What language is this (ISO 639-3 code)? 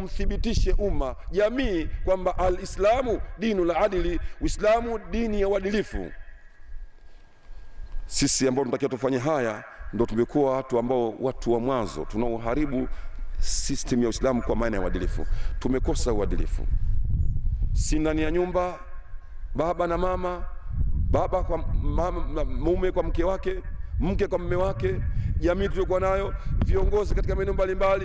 swa